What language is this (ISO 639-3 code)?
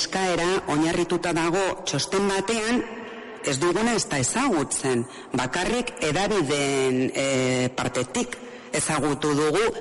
eus